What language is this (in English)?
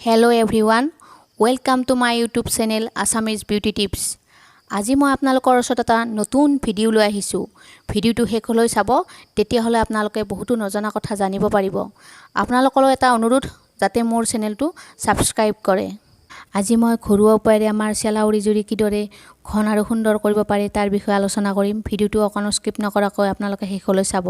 Assamese